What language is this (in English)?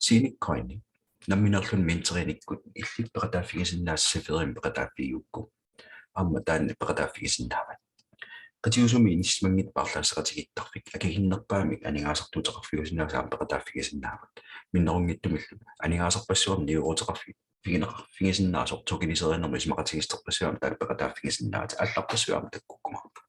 Kalaallisut